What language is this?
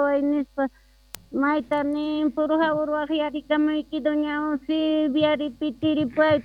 South Bolivian Quechua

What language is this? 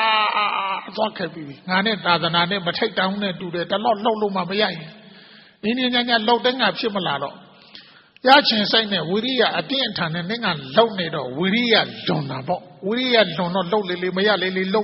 Burmese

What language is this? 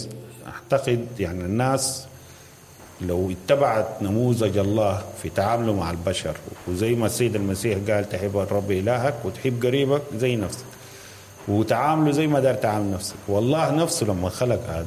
Sudanese Arabic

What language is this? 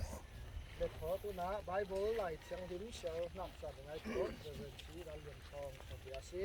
Falam Chin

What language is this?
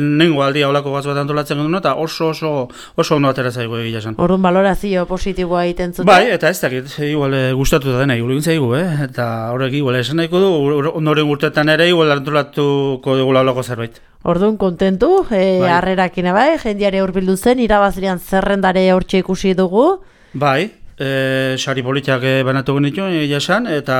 Basque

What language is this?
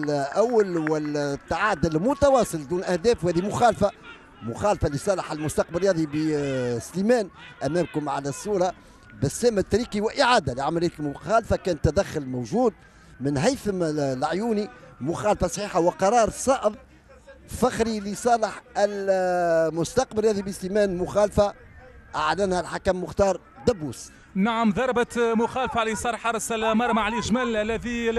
Tunisian Arabic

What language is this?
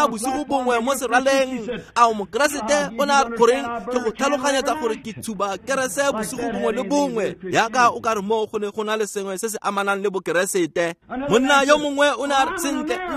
Tswana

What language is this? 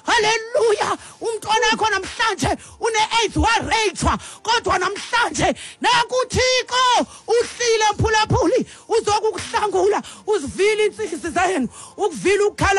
Xhosa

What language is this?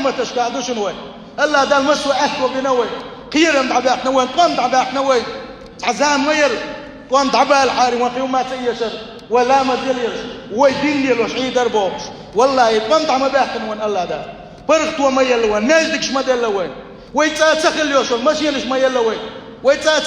Chechen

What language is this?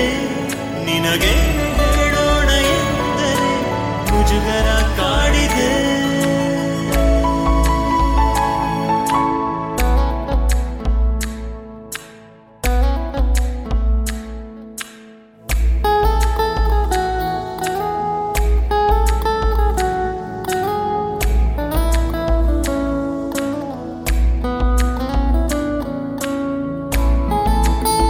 Kannada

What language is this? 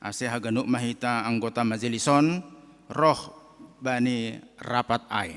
Batak Simalungun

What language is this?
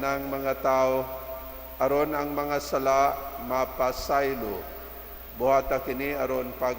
Cebuano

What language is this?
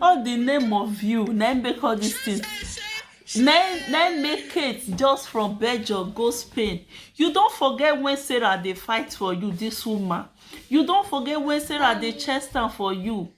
Nigerian Pidgin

